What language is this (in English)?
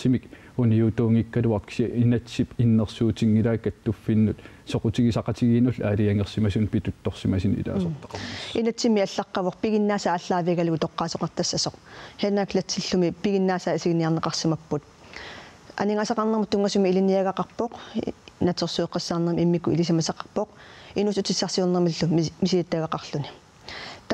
Kalaallisut